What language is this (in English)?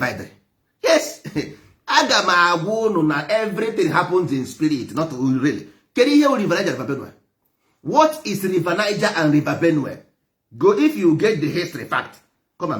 Igbo